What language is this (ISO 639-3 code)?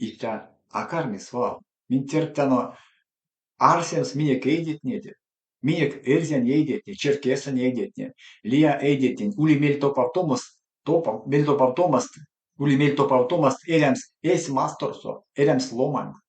myv